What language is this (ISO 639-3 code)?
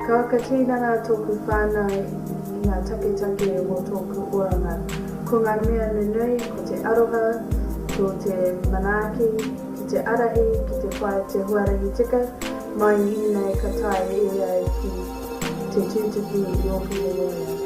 mri